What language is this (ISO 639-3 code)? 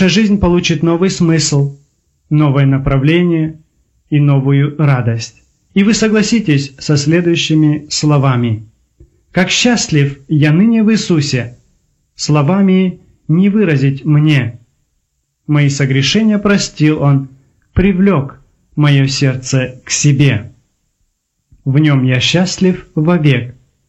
rus